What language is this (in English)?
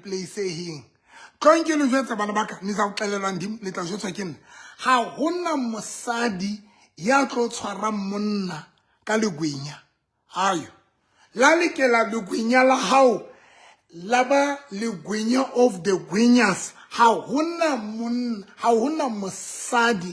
Southern Sotho